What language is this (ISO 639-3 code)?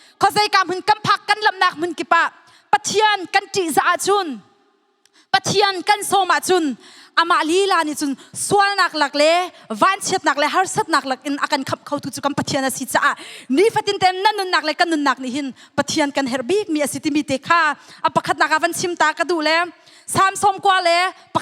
cnh